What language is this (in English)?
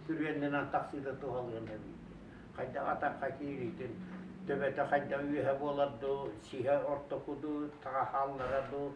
Yakut